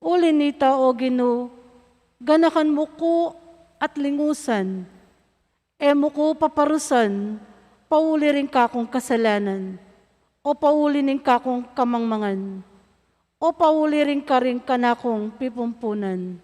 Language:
Pampanga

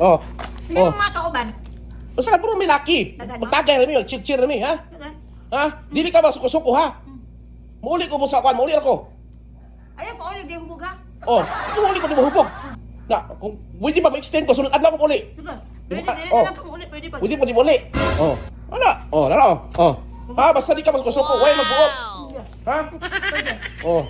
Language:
Cebuano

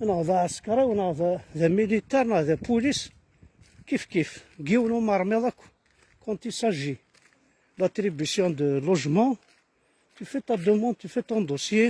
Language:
Kabyle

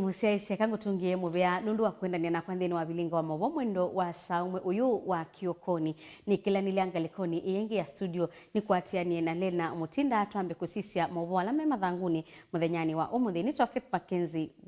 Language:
Kamba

